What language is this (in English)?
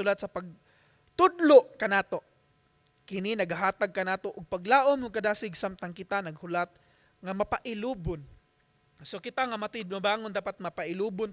Cebuano